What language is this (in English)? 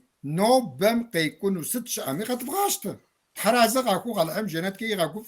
Kabardian